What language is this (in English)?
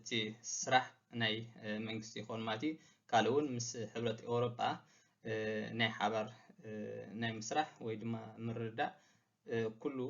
Tigrinya